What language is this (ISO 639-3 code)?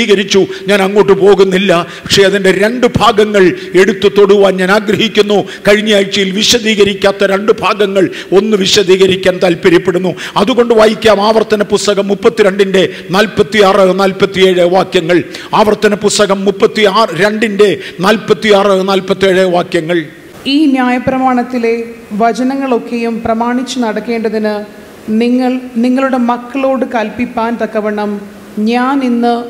mal